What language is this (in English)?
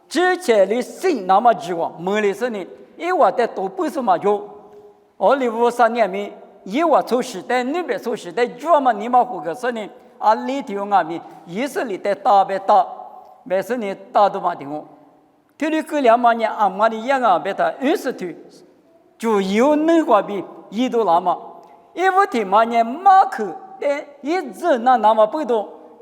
Lisu